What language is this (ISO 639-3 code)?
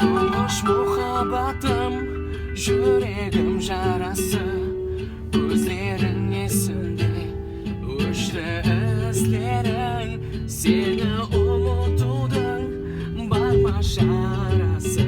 kaa